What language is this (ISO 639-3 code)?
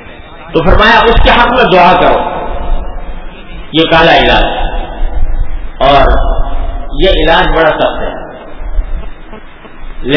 urd